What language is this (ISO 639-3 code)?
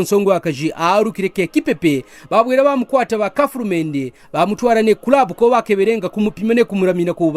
kqn